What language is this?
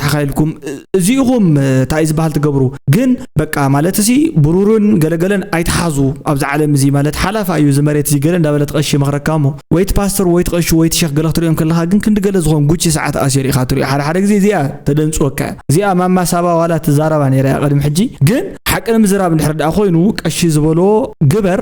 Tigrinya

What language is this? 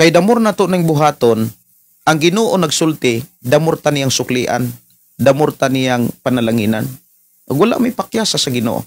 Cebuano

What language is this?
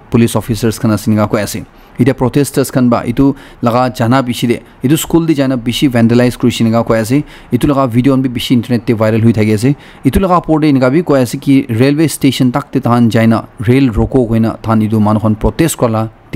Naga Pidgin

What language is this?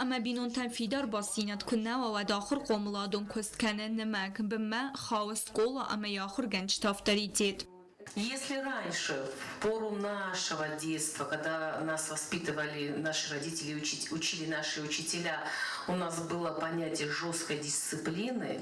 Ossetic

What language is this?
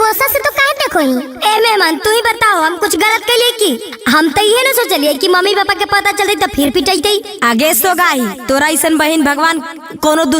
Magahi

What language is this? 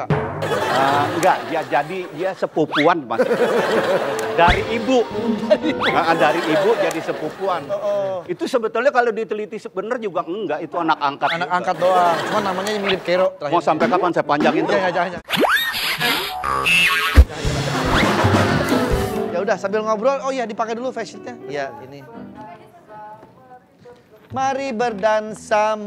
Indonesian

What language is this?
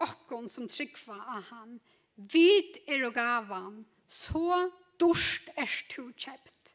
Faroese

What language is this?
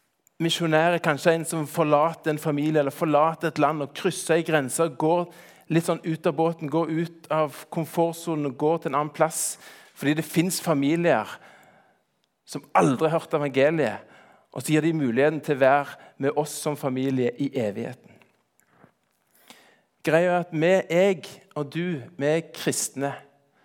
Norwegian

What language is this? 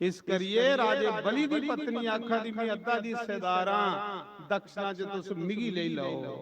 Dogri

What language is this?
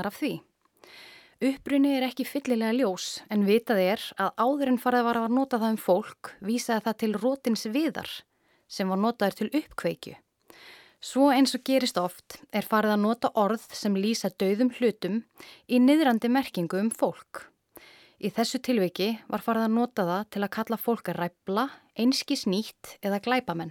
Icelandic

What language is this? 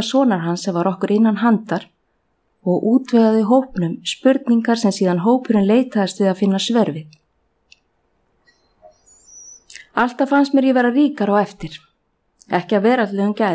Icelandic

